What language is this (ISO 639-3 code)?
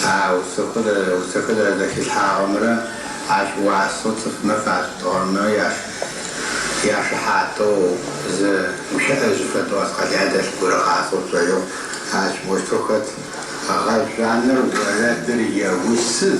ady